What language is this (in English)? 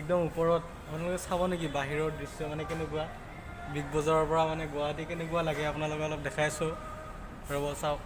Assamese